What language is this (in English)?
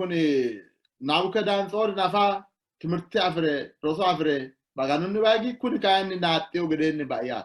Sidamo